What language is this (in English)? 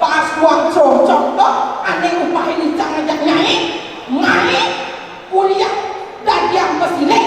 Balinese